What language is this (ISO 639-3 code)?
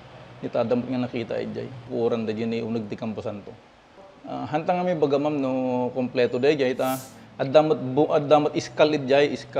ilo